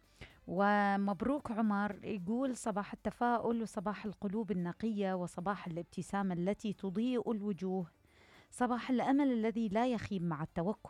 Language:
Mesopotamian Arabic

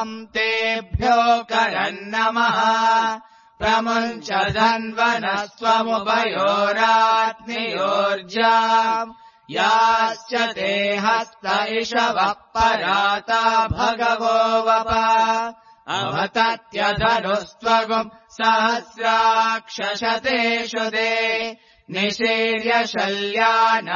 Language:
Sanskrit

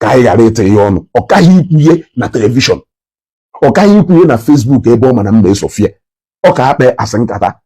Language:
Igbo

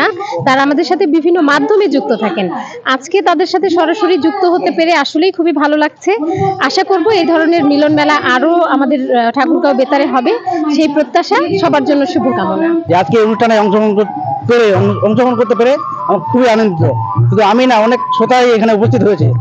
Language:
Bangla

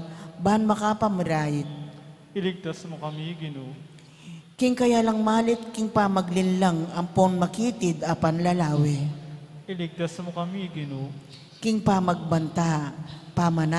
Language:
Pampanga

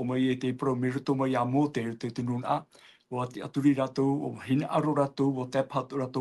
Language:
Tahitian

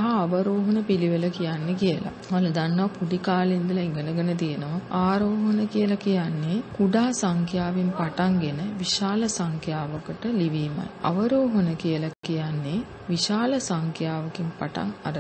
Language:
Sinhala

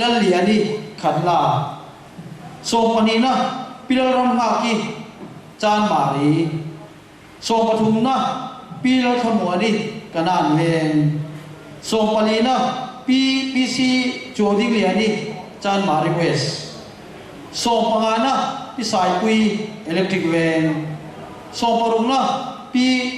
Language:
Mizo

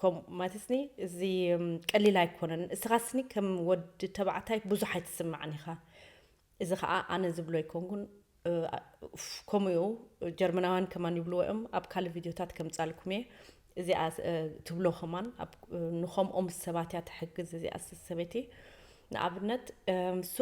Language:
Tigrinya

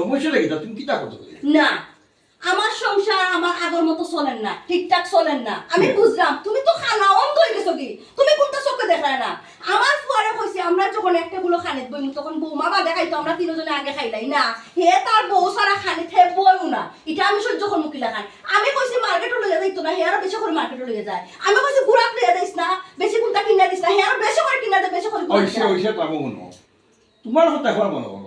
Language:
Sylheti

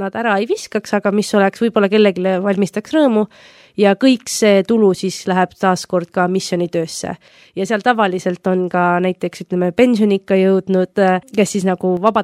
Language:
Estonian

